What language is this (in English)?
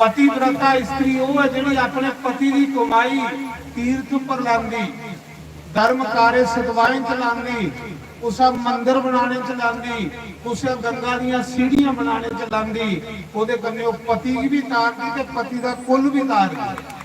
Dogri